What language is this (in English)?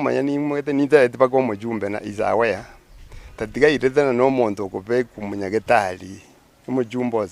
Gusii